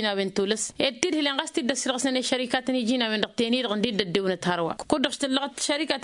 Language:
Tamasheq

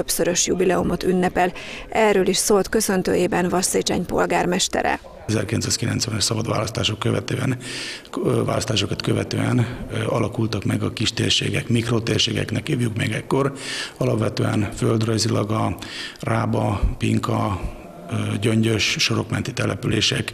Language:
Hungarian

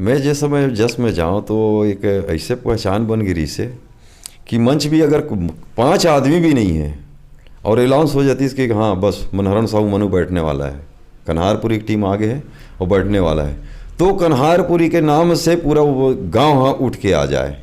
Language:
Chhattisgarhi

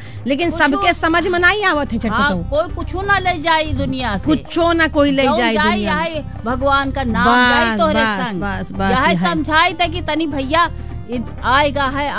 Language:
Bhojpuri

